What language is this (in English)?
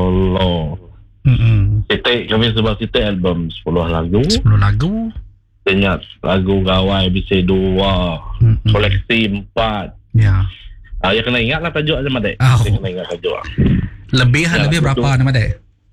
Iban